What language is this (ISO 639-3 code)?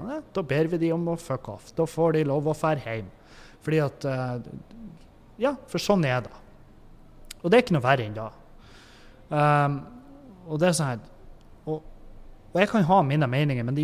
nor